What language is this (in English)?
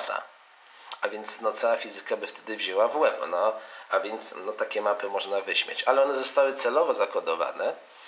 Polish